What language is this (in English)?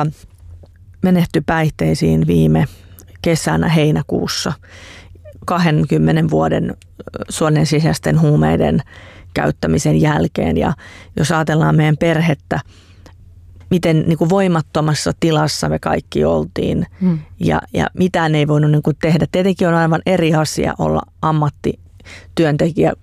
Finnish